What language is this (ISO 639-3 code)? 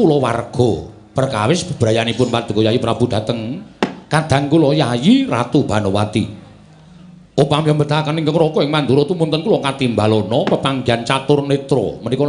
jav